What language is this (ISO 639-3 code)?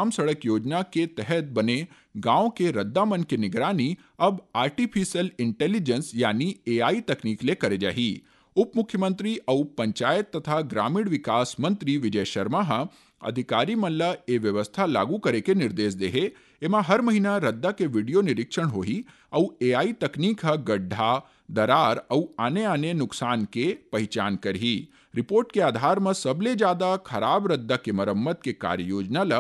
hne